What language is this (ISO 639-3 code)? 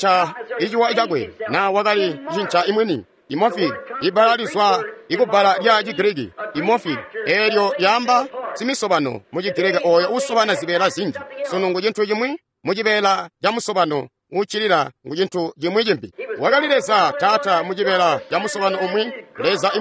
toi